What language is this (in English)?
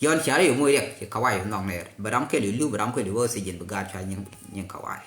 Nuer